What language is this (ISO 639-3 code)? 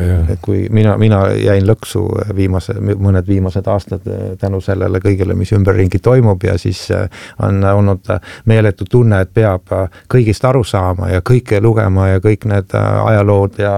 est